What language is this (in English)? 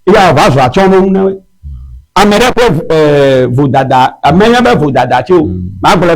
Ewe